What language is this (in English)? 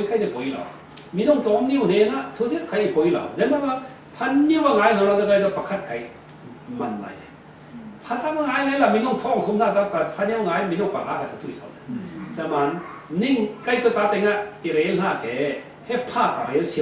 Falam Chin